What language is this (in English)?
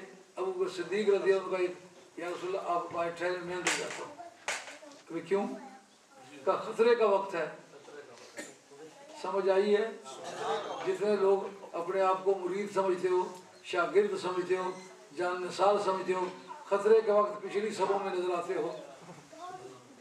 Urdu